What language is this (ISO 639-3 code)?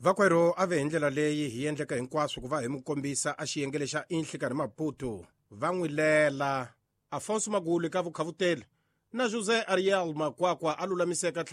tso